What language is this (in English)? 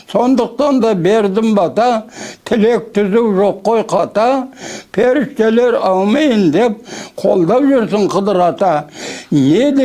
Kazakh